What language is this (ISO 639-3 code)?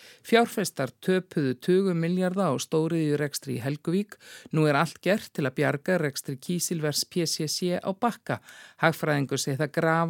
isl